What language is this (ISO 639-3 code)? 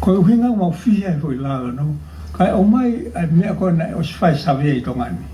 ton